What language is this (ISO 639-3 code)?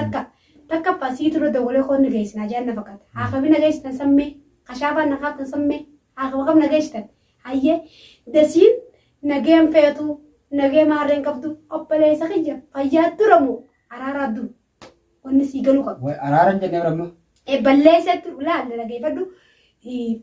orm